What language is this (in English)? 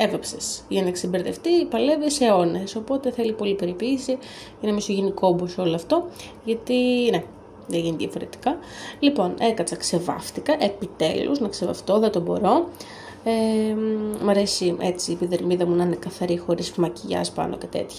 Greek